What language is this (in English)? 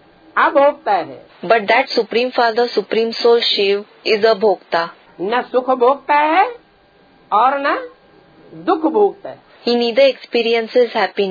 Hindi